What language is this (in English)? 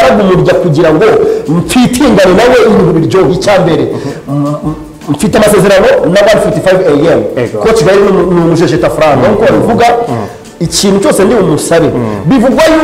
Kinyarwanda